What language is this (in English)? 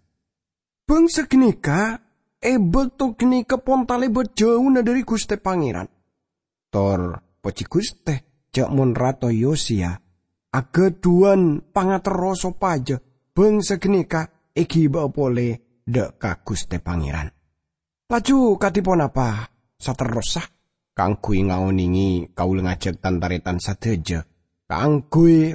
Madurese